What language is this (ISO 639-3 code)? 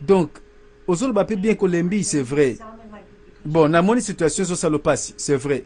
lin